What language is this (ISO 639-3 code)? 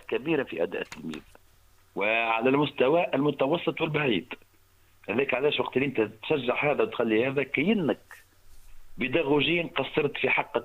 aeb